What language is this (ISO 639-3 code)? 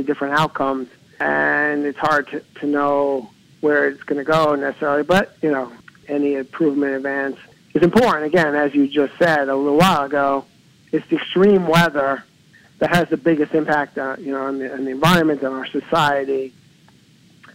eng